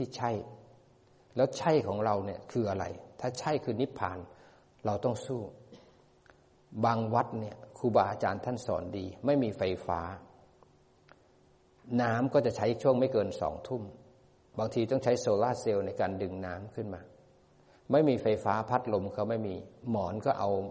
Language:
Thai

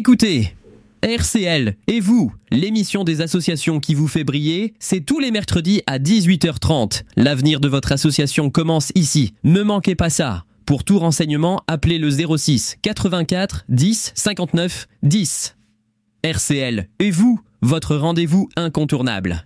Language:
French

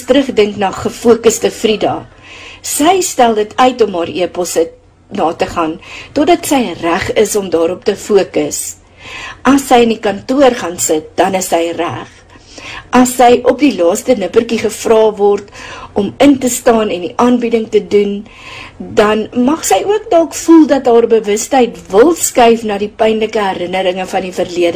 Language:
Afrikaans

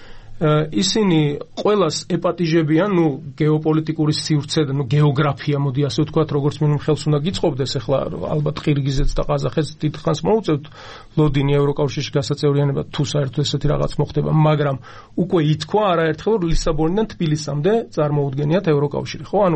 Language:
Georgian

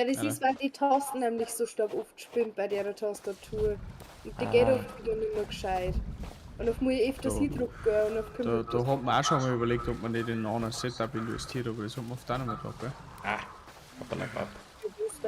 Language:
Bavarian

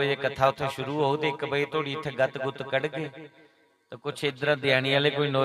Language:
Dogri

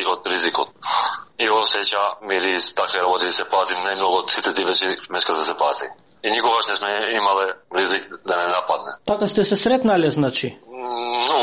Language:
Macedonian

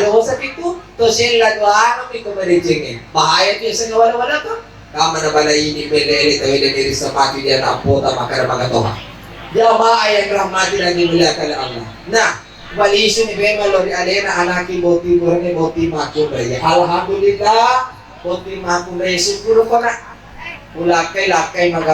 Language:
Buginese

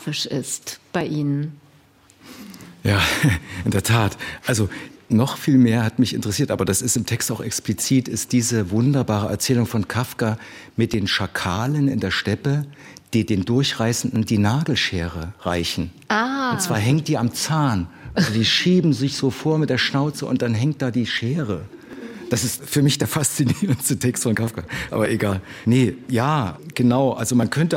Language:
German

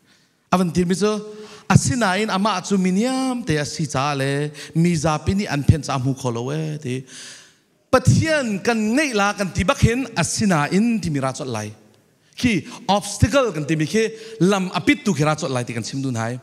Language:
Falam Chin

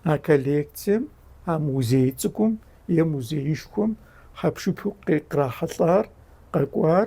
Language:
Kabardian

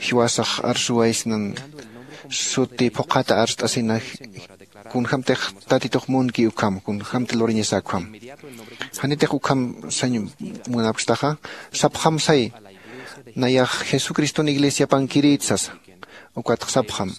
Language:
Aymara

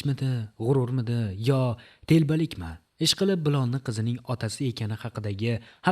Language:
Uzbek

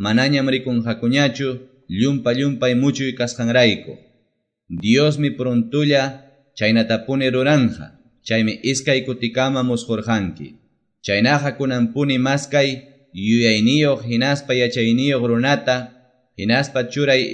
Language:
Quechua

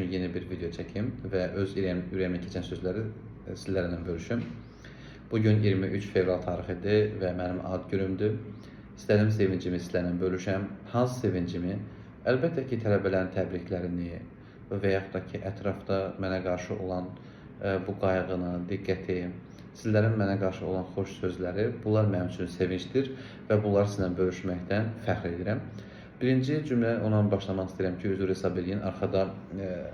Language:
Azerbaijani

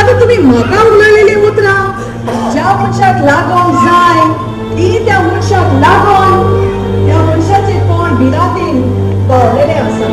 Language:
Konkani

